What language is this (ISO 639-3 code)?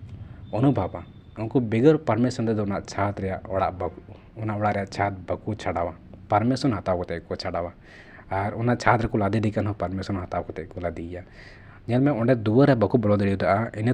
sat